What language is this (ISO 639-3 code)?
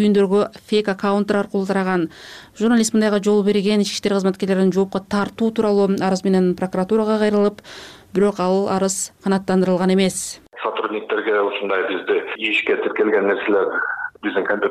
kir